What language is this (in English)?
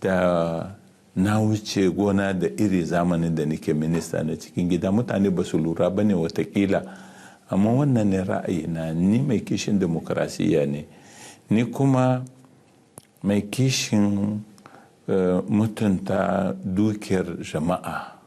Hausa